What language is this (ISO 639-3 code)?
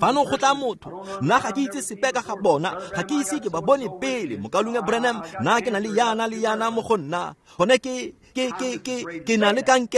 tsn